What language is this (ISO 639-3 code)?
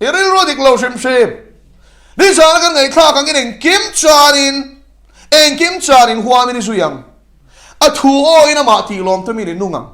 lus